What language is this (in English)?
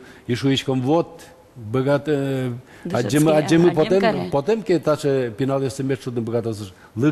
Udmurt